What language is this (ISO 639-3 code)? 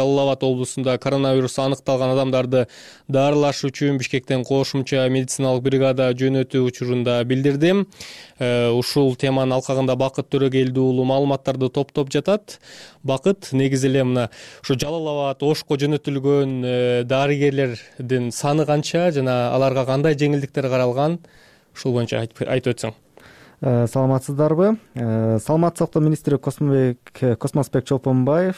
kir